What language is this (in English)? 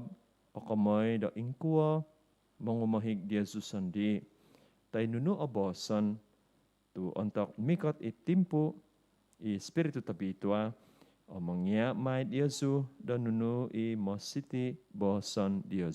Central Dusun